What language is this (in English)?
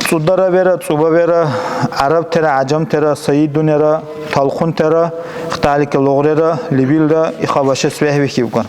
Dargwa